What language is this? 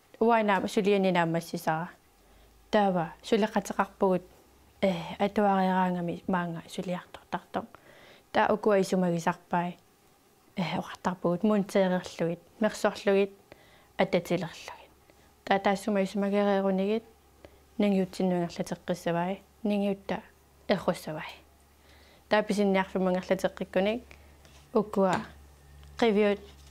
Kalaallisut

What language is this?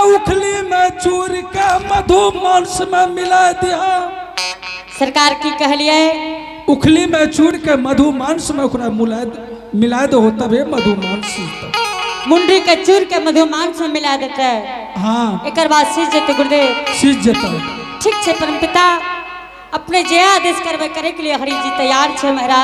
Angika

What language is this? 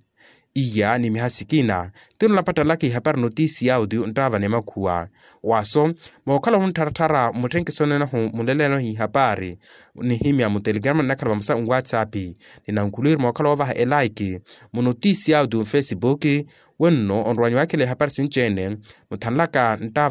Makhuwa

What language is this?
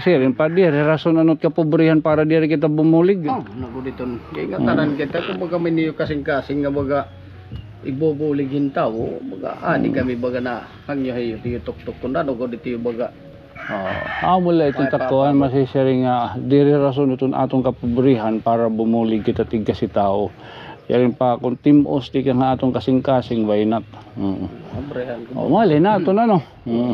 Waray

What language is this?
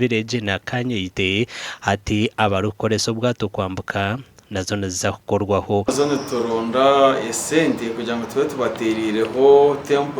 Nyankole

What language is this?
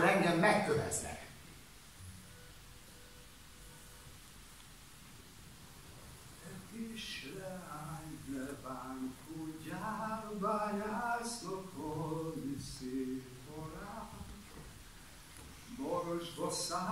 Hungarian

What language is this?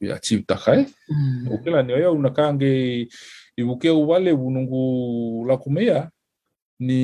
Fijian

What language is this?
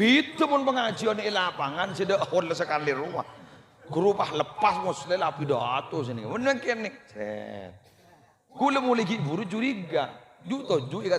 Madurese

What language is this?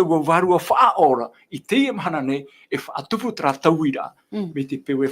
Tahitian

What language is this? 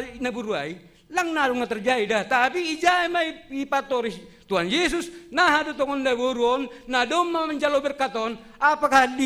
Batak Simalungun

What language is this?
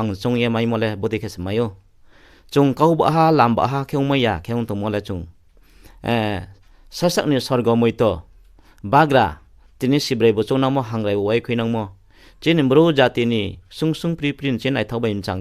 Riang (India)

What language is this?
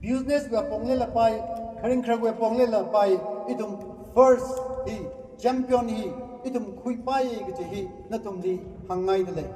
Tangkhul Naga (India)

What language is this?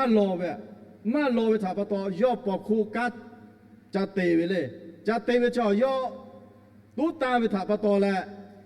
Lahu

